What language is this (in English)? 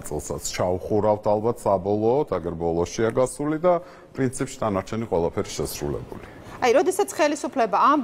Georgian